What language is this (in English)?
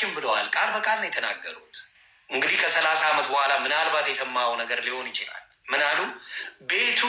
Amharic